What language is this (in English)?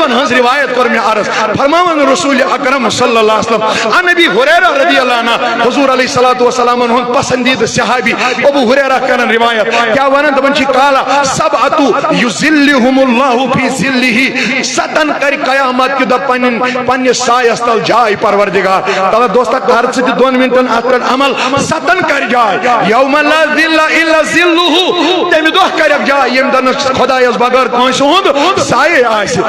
Kashmiri